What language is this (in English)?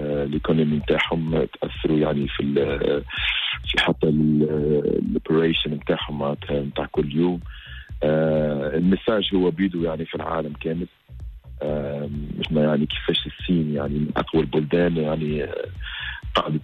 Tunisian Arabic